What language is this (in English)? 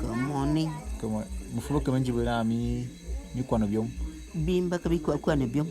Bulu